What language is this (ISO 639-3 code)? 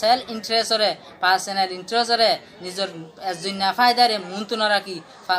rhg